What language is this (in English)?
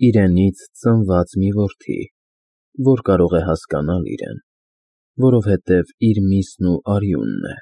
Armenian